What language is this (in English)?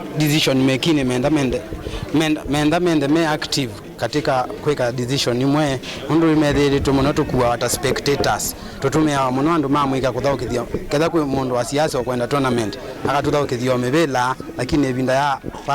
Kamba